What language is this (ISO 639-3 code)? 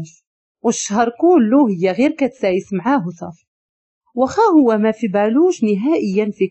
ary